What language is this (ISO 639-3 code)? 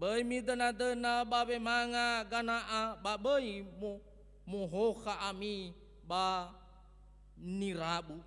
nia